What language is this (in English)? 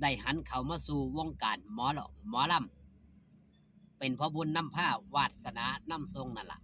Northeastern Thai